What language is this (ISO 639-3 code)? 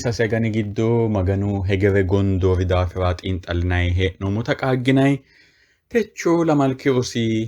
sid